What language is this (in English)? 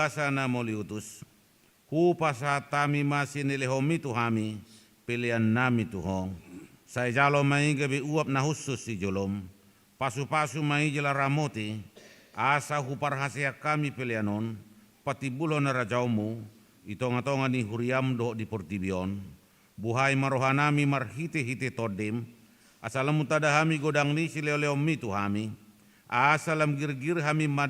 Batak Toba